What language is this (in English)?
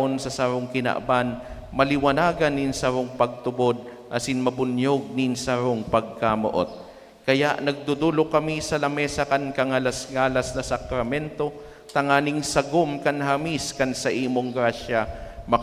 Bikol